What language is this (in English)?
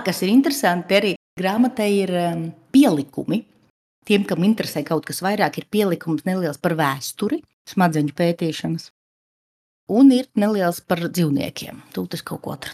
Latvian